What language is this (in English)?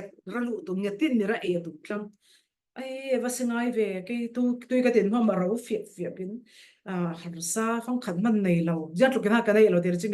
Falam Chin